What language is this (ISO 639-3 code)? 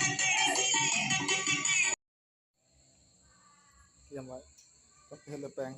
lao